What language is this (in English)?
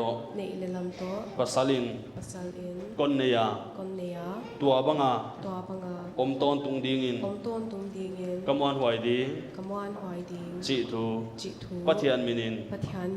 Paite Chin